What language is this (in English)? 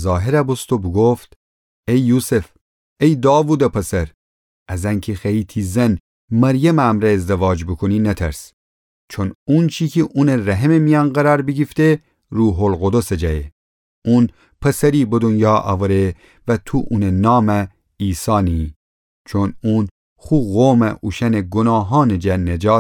Gilaki